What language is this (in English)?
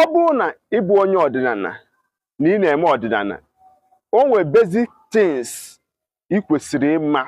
Igbo